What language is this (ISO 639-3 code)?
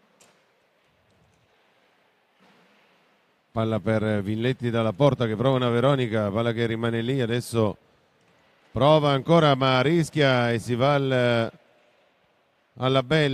ita